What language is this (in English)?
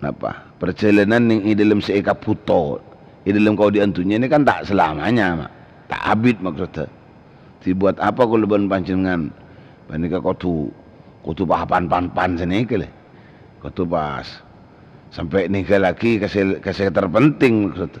Madurese